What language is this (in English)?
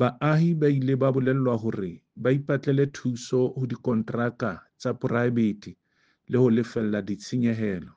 Southern Sotho